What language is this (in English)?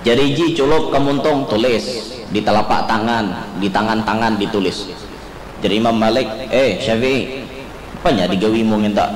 Banjar